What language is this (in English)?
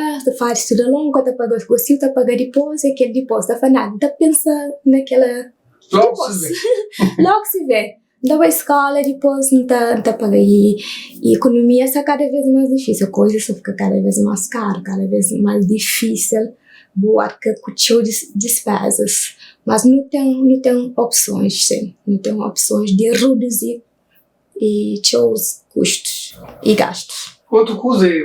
Kabuverdianu